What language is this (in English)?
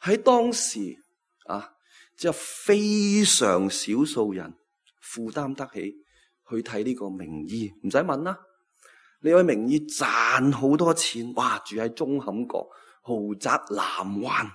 Cantonese